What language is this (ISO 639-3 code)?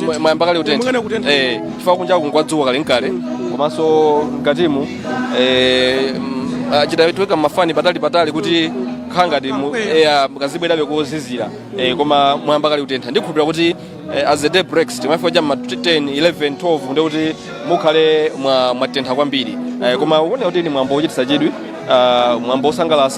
nya